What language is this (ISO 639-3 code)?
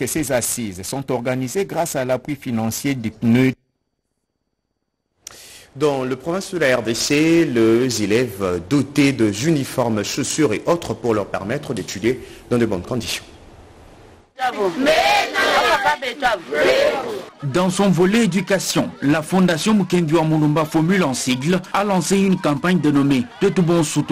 fra